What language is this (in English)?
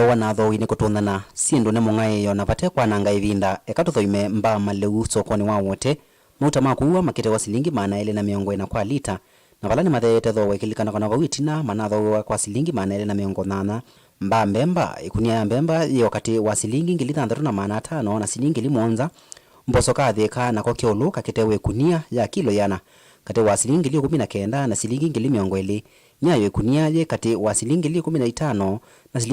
Kamba